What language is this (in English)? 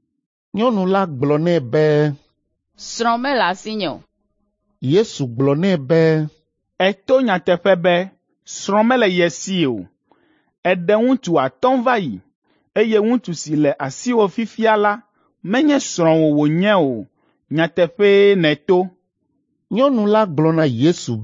Ewe